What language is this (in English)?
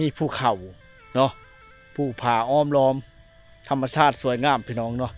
Lao